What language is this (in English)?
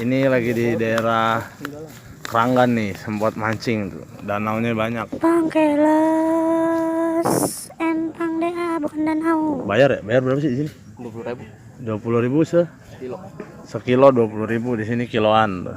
Betawi